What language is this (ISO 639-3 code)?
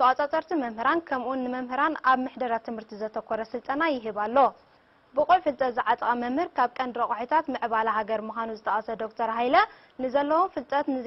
tir